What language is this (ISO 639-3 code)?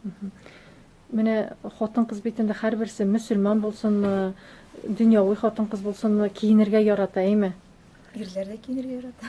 tat